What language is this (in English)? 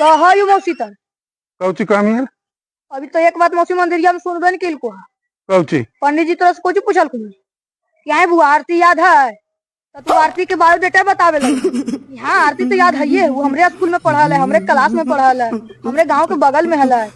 Magahi